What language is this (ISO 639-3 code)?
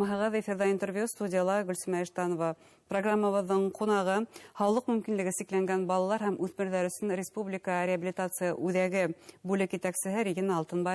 bak